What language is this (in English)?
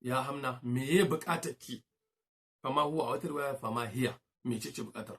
Hausa